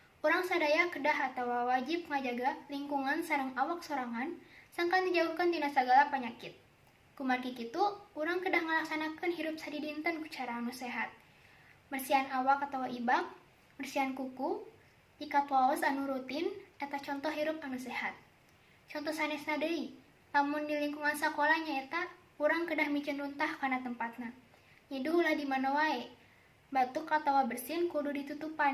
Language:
Sundanese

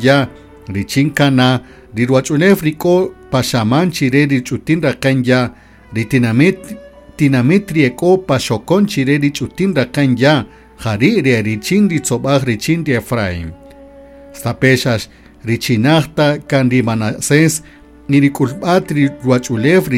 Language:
Kaqchikel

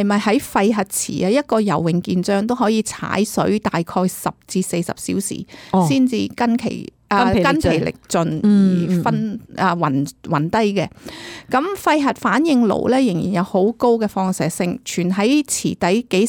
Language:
Cantonese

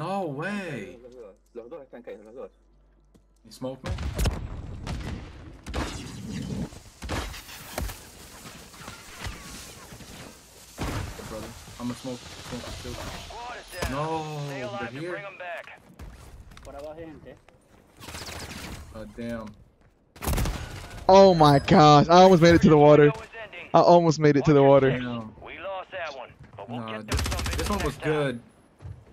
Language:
English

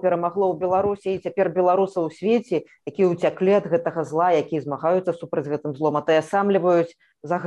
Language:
Belarusian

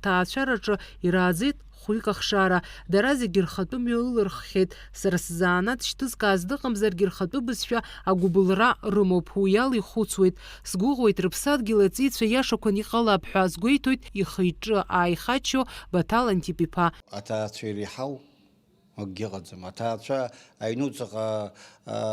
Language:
Abkhazian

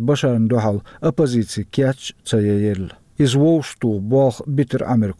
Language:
Chechen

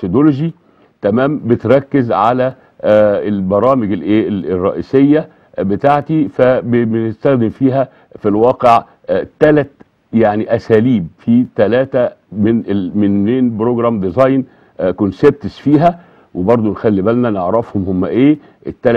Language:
Egyptian Arabic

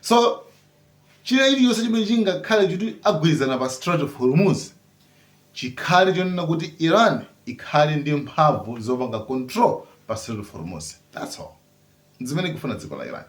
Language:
Nyanja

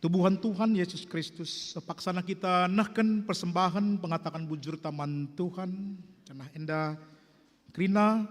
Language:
Batak Karo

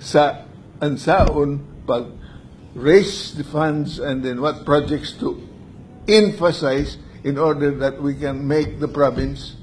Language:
Cebuano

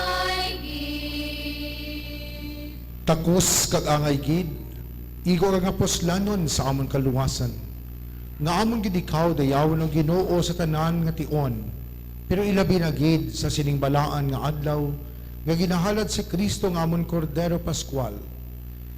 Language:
Hiligaynon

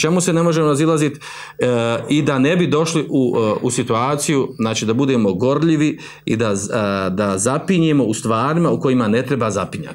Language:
Bosnian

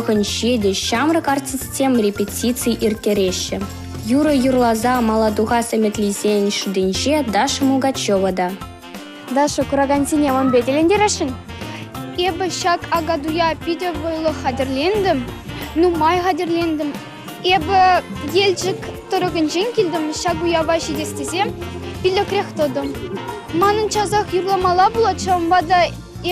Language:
Chuvash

